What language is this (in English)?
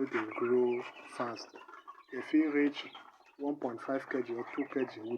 Nigerian Pidgin